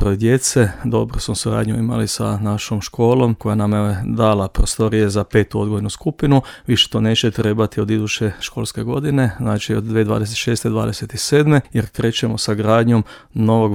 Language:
Croatian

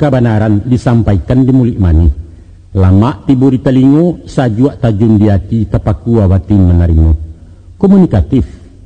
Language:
Minangkabau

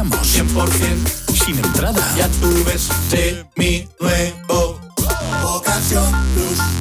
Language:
Spanish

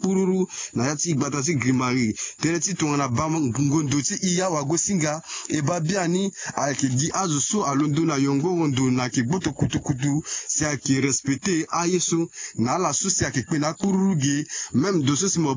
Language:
Sango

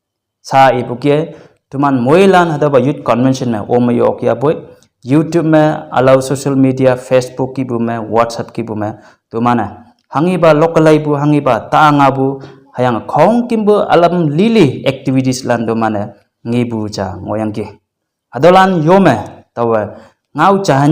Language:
Konyak Naga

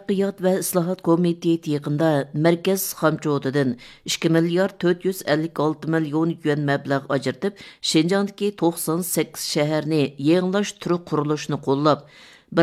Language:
Uyghur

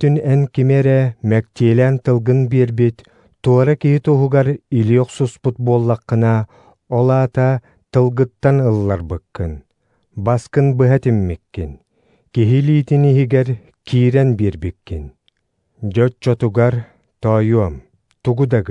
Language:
Yakut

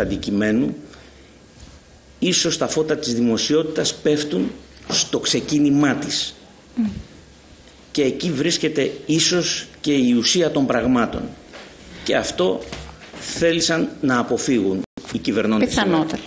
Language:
Greek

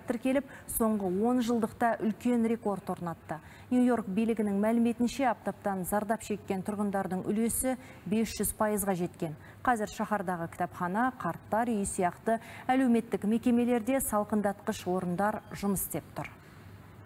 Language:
Kazakh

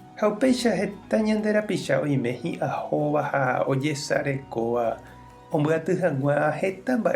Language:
Guarani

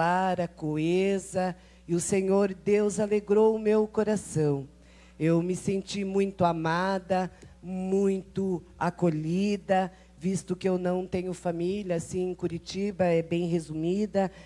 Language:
Portuguese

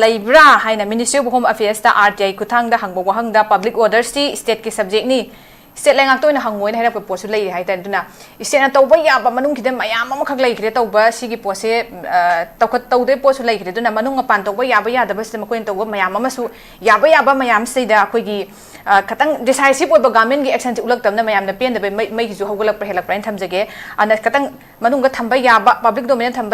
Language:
Manipuri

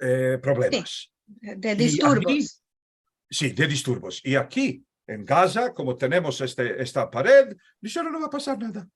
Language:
Ladino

